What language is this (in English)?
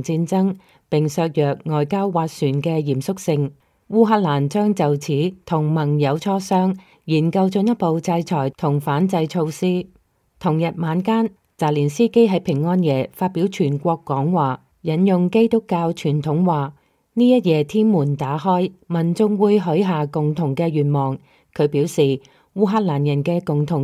Cantonese